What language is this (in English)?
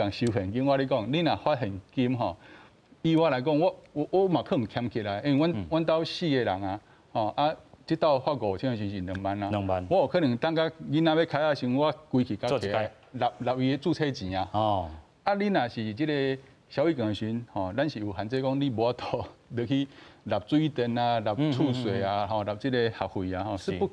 Min Nan Chinese